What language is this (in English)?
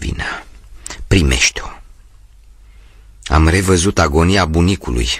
Romanian